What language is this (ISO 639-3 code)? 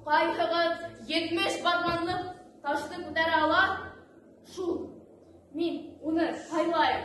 bak